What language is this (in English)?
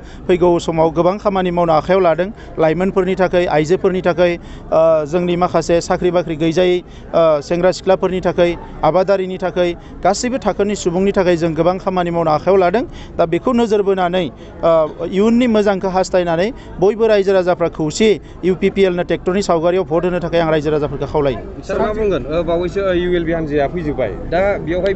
Bodo